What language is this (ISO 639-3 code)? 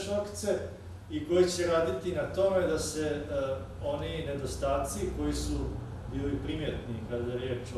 hrv